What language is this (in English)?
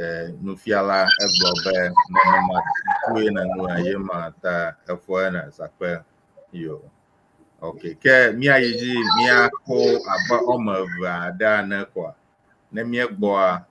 Ewe